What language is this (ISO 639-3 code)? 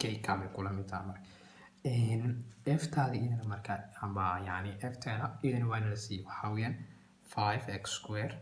som